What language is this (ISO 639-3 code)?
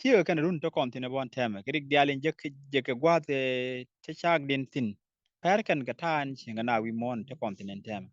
nus